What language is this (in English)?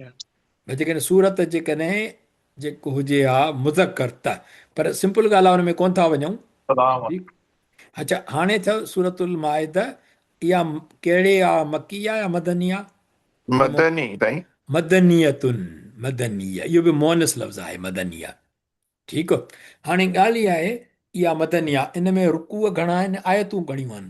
Sindhi